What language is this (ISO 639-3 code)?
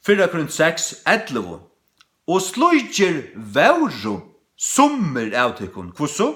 fao